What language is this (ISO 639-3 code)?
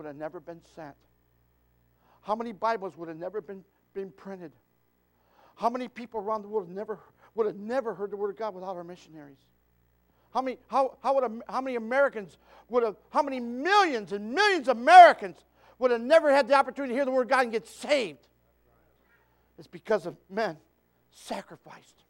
eng